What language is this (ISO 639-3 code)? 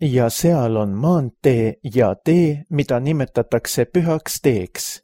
est